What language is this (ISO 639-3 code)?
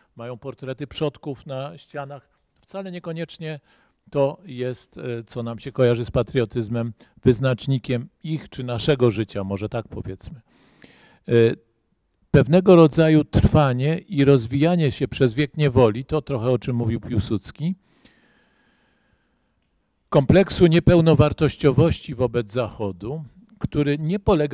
pol